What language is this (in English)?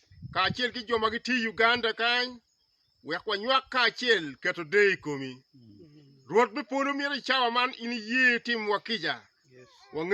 Acoli